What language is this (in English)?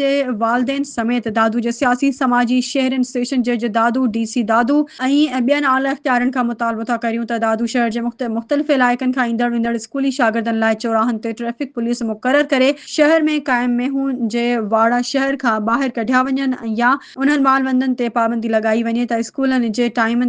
Sindhi